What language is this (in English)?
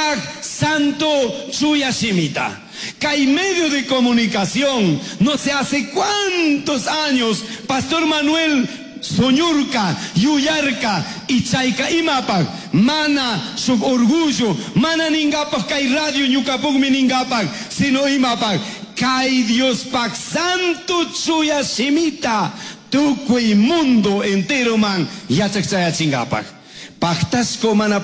Chimborazo Highland Quichua